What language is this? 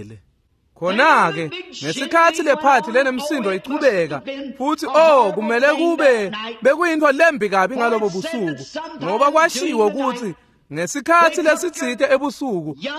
Swati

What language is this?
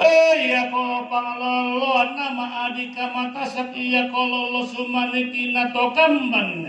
Toraja-Sa'dan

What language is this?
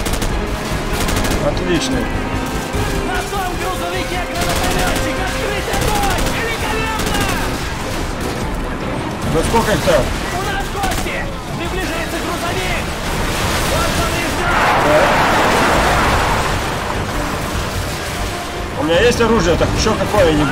Russian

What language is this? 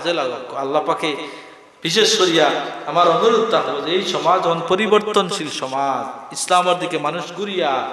Sylheti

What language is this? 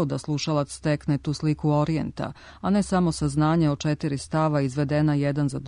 Serbian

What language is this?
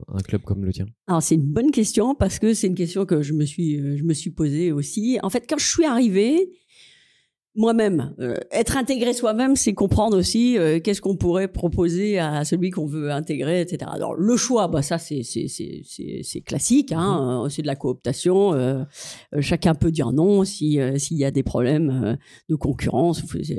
French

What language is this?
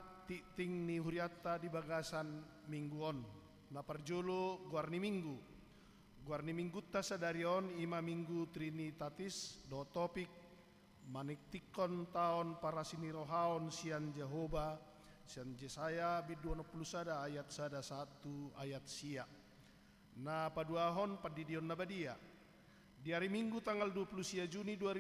Batak Toba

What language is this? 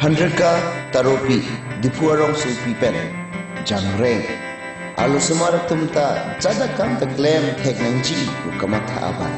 Karbi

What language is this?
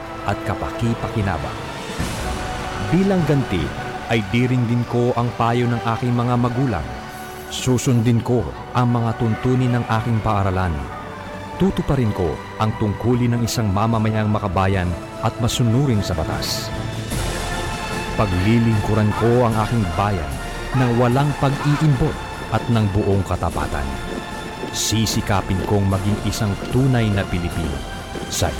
Filipino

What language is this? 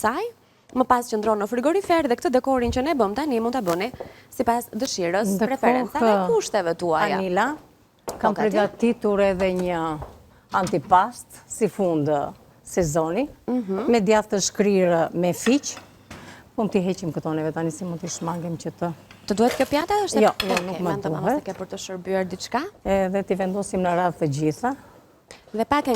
Albanian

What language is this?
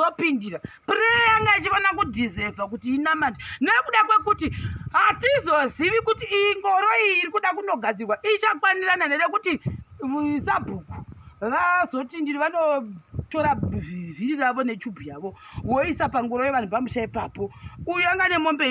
Shona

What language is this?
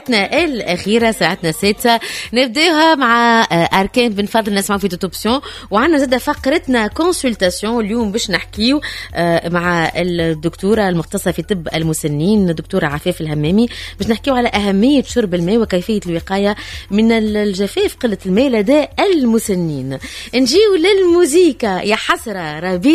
Tunisian Arabic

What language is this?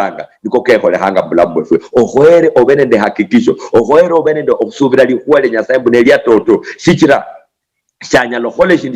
Luyia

